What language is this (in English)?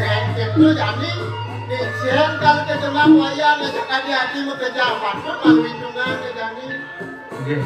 Balinese